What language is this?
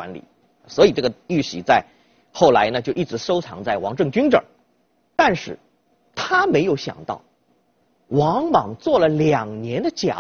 Chinese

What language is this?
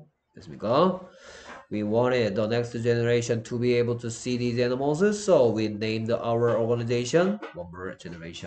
Korean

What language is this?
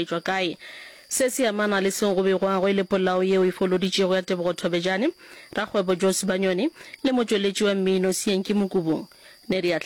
Northern Sotho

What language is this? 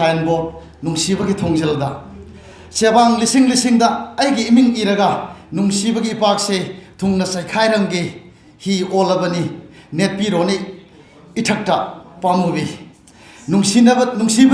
Manipuri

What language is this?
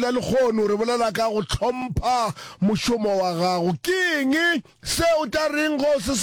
Northern Sotho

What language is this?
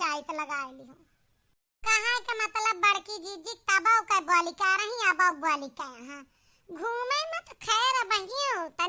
Awadhi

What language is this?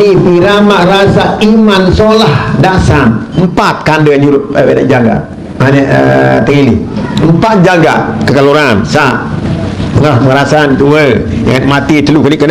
Sasak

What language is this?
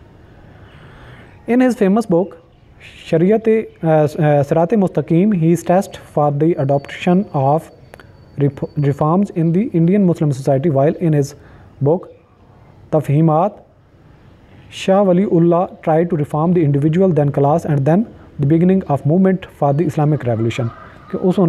Urdu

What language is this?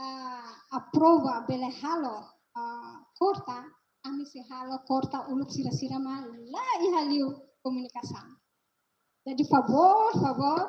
Tetum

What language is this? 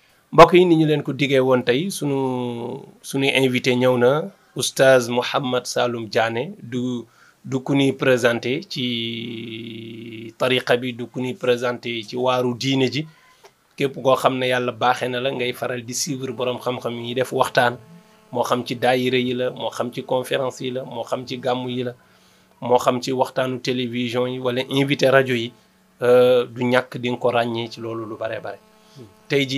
Wolof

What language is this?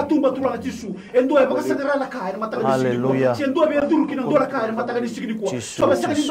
Fijian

